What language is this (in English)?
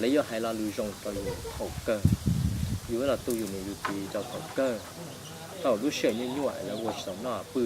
Hmong